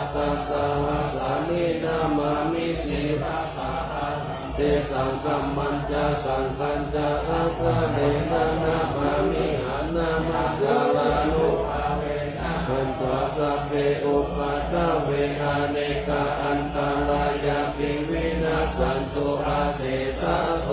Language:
Pali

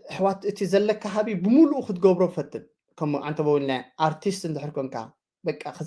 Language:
Tigrinya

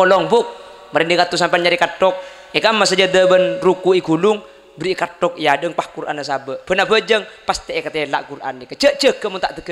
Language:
Madurese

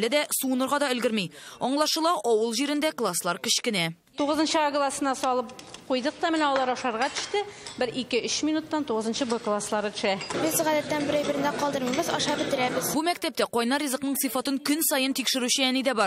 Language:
Tatar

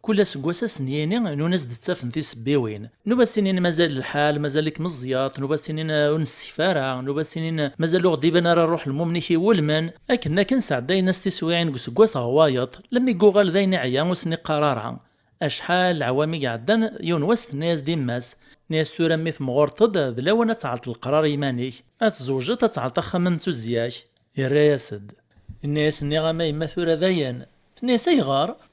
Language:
Kabyle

